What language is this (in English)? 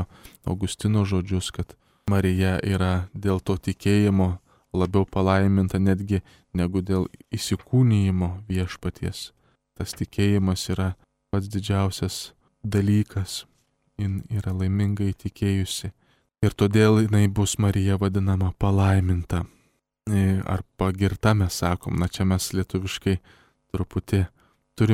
Lithuanian